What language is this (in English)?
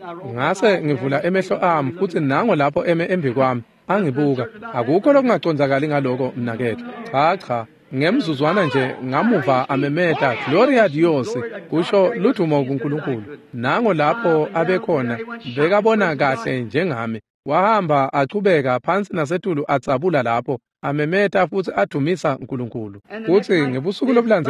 Swati